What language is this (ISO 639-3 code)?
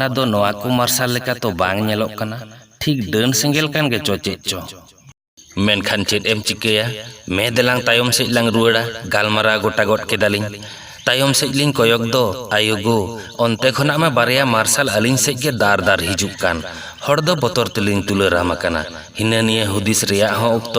sat